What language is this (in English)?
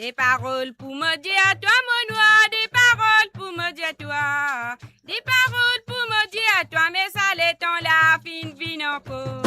Morisyen